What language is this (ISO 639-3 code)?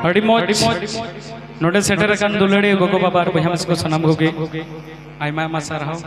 sat